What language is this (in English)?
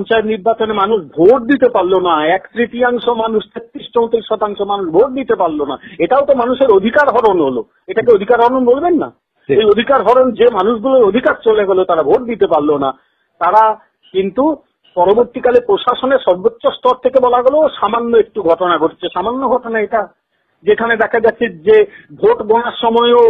Bangla